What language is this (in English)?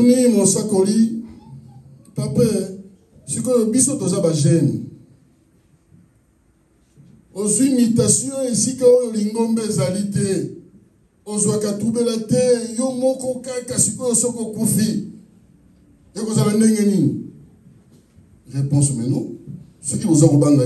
Lingala